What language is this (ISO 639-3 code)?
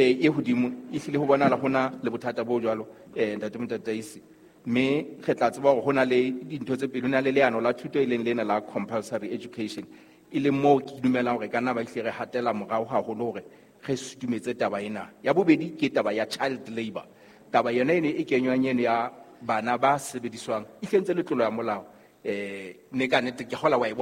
sot